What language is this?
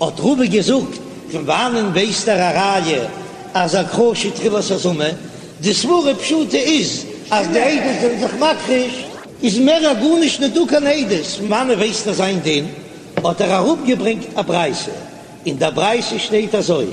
Yiddish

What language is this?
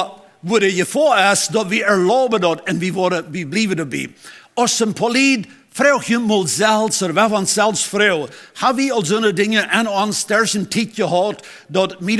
Plautdietsch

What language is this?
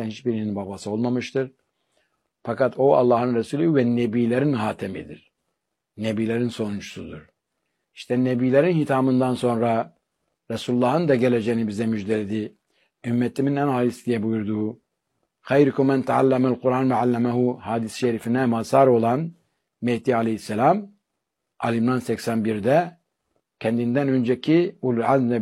Turkish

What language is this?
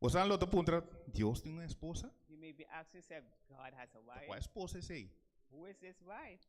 Papiamento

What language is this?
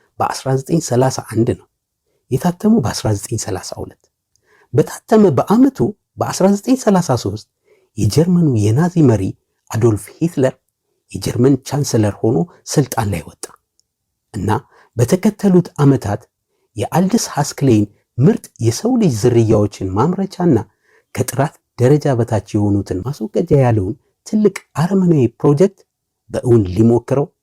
Amharic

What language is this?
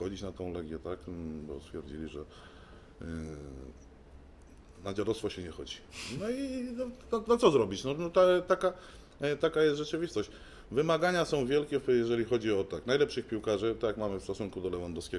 Polish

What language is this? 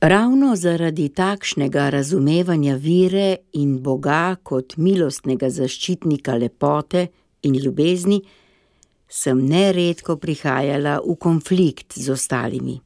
Slovenian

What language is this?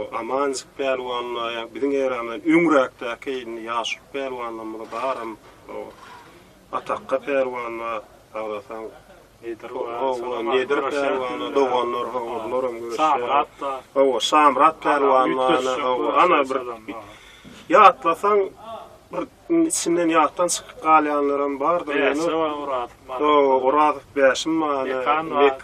Turkmen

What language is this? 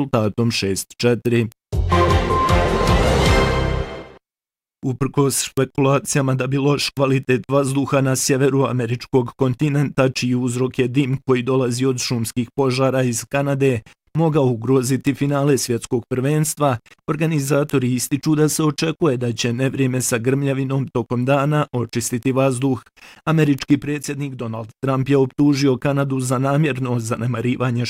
Bosnian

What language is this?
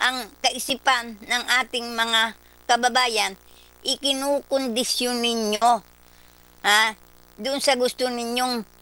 Filipino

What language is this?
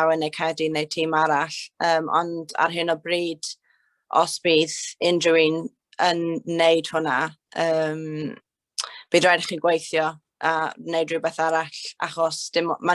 Welsh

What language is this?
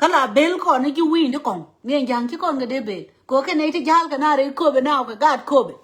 Nuer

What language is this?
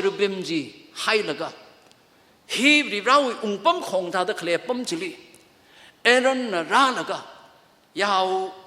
Tangkhul Naga (India)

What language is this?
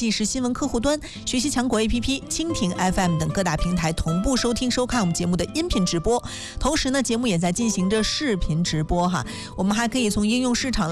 Chinese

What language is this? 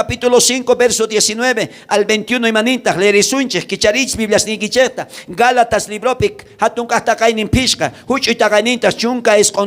South Bolivian Quechua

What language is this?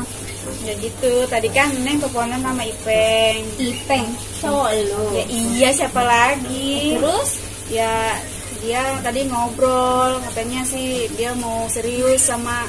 Betawi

